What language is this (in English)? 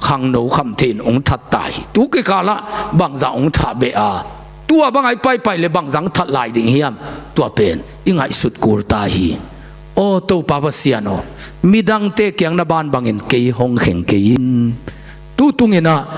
Tedim Chin